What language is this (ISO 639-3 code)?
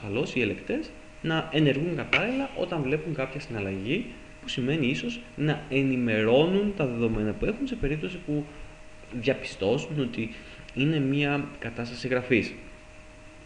ell